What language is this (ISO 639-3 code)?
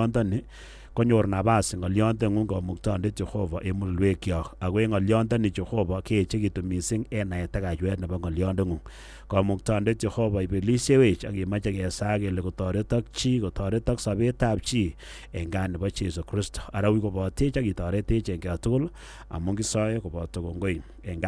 kln